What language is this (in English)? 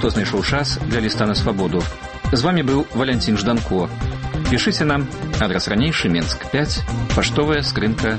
Belarusian